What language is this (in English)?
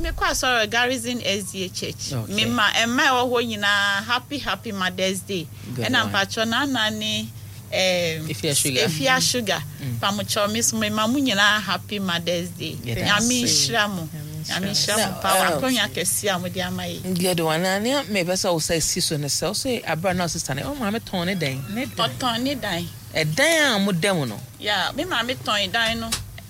Akan